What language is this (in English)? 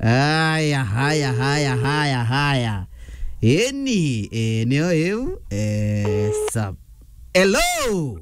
Meru